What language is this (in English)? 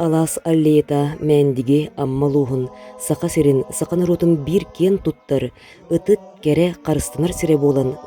Yakut